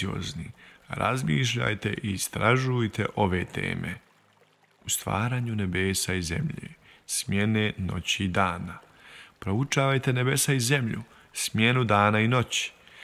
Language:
Bosnian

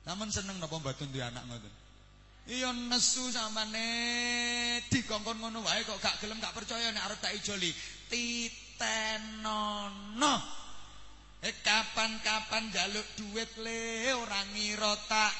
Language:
Javanese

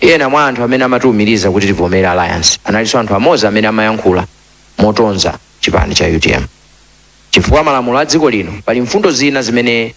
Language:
Nyanja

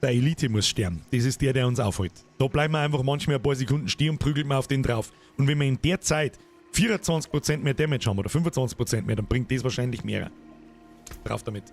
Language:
Bavarian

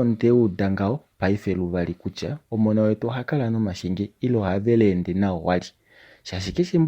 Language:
Kuanyama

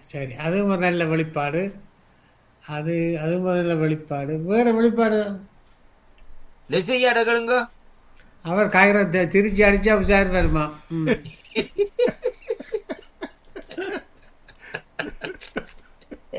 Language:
Tamil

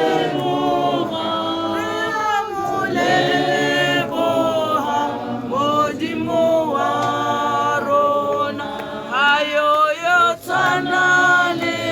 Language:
Tswana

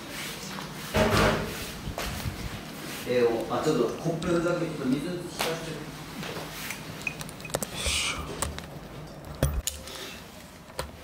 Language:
Japanese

